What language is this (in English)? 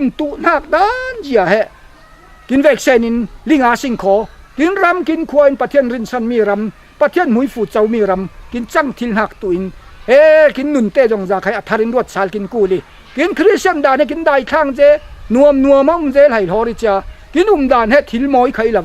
Falam Chin